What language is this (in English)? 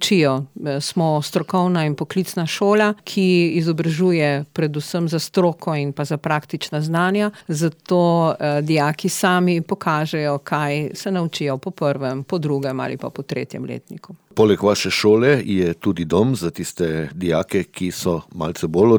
Slovenian